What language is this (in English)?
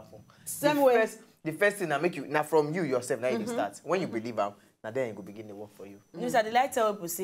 Nigerian Pidgin